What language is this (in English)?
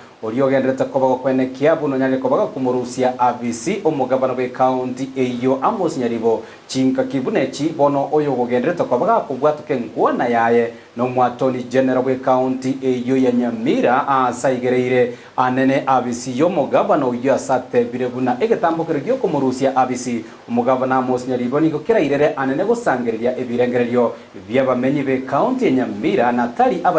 Gusii